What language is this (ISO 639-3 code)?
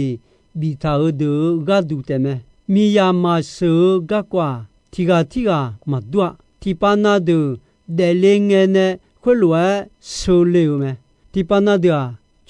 ahk